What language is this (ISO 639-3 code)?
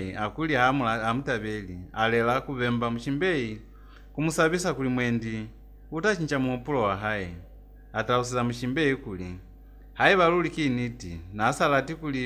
loz